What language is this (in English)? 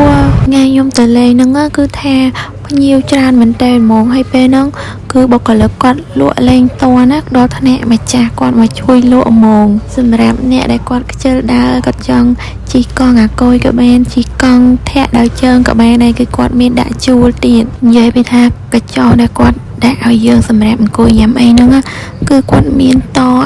Khmer